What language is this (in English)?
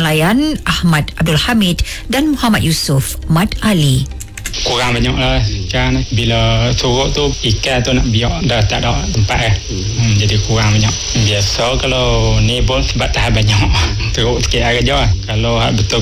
Iban